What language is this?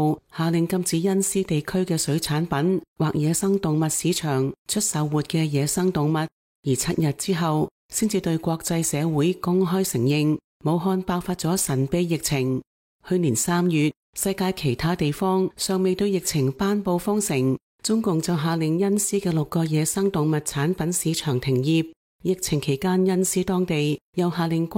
Cantonese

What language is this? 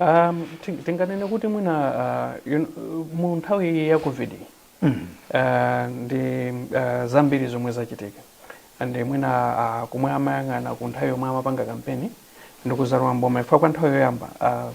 Nyanja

